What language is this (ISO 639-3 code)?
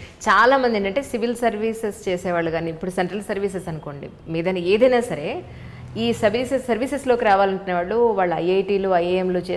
tel